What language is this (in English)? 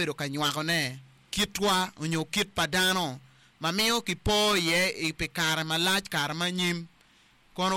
Acoli